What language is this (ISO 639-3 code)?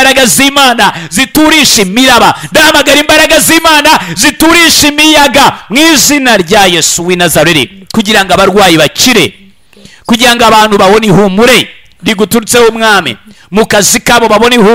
kin